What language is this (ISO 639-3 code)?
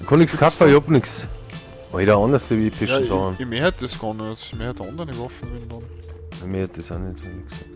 bar